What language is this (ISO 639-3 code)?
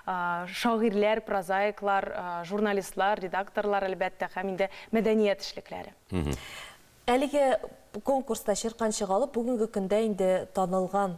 tat